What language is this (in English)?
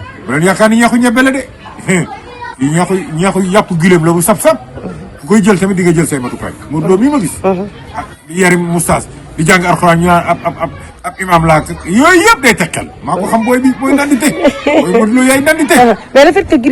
Wolof